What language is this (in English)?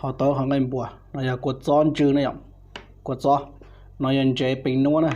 Hmong